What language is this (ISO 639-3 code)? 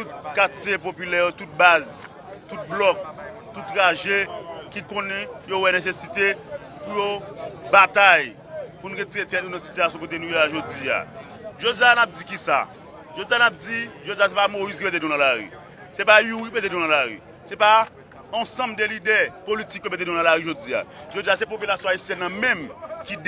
hat